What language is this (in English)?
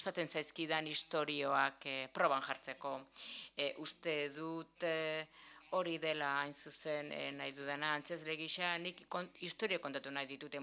Basque